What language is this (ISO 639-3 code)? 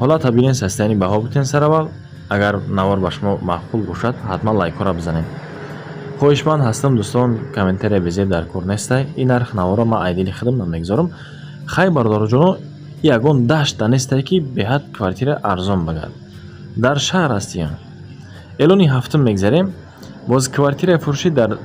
tgk